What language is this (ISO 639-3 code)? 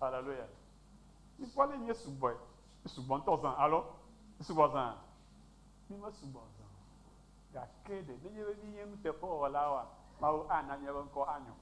ewe